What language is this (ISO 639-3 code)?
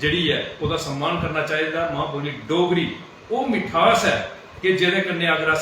doi